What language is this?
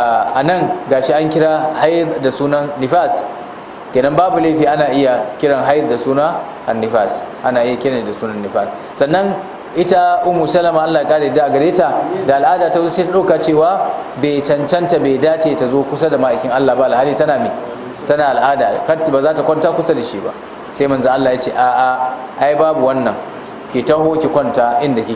Hausa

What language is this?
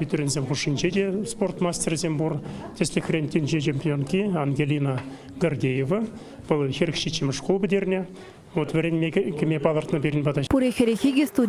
Chuvash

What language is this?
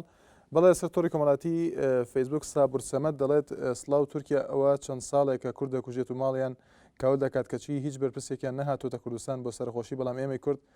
Central Kurdish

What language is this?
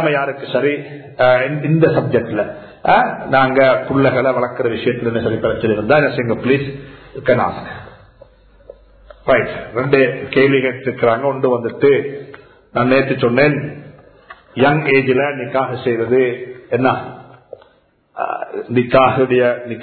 Tamil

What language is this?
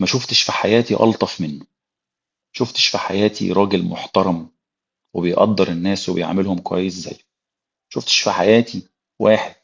Egyptian Arabic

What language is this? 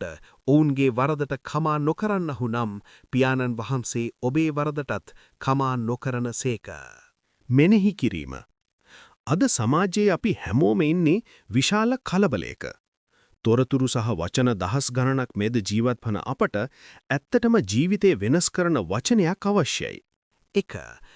Sinhala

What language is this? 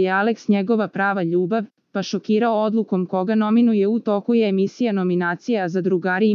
Serbian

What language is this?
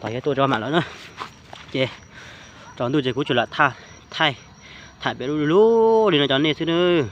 Hmong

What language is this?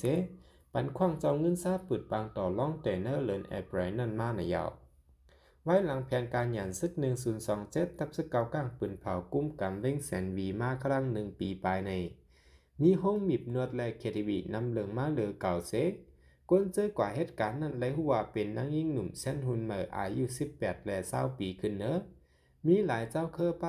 Shan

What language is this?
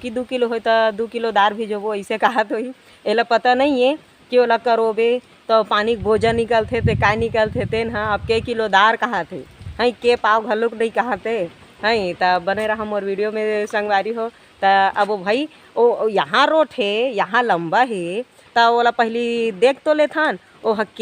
Chhattisgarhi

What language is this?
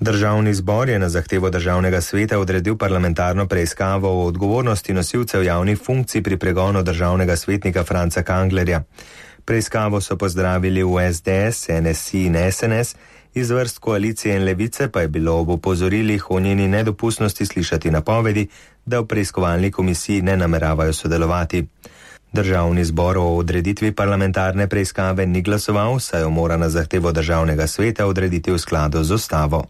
Slovenian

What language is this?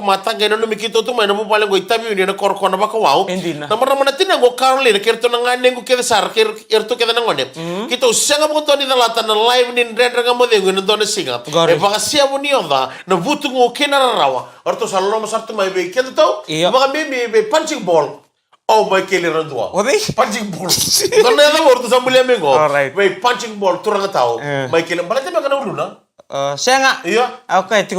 Fijian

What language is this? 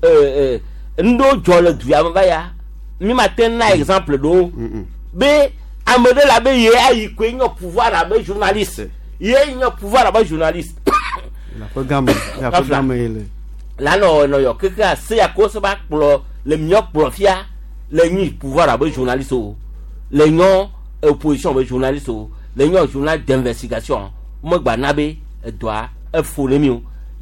Gen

